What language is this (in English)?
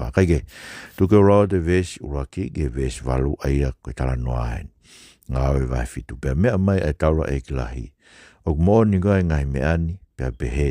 Tongan